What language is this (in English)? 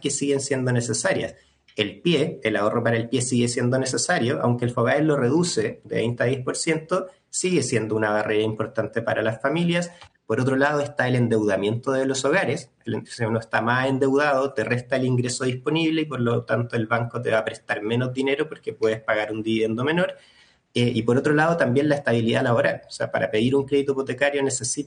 Spanish